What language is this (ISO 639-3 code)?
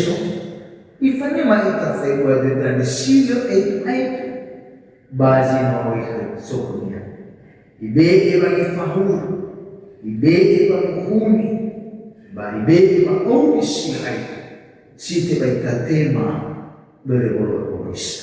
nia